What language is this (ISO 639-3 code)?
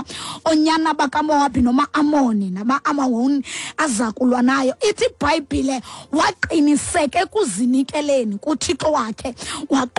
xho